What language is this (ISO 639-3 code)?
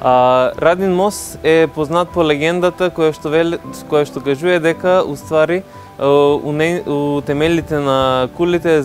mkd